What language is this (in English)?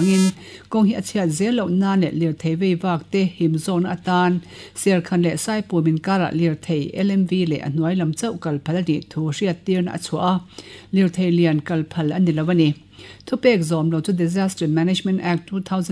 Mizo